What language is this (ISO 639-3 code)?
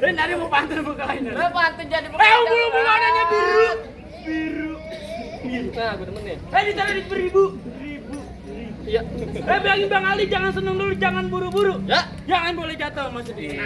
bew